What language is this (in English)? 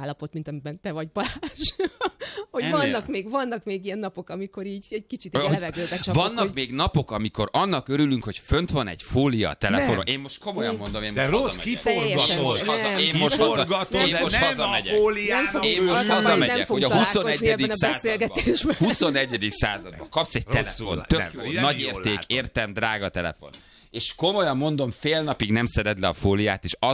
Hungarian